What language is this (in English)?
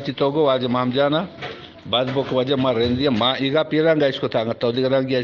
Eastern Balochi